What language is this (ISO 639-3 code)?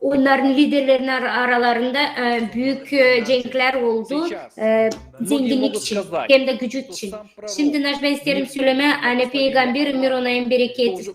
gag